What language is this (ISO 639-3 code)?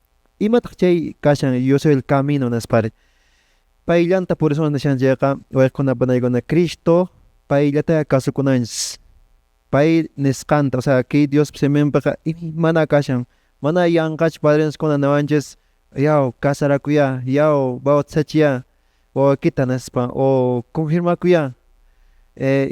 que